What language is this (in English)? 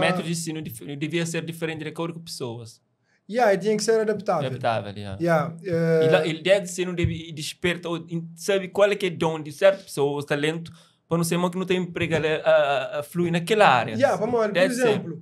Kabuverdianu